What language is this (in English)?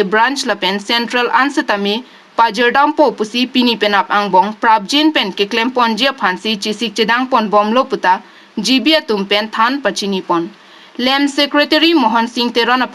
Karbi